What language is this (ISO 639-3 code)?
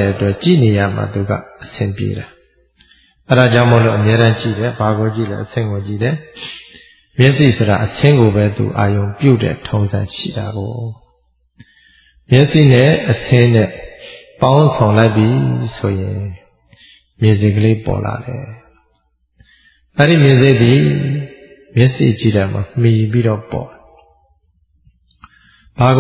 mya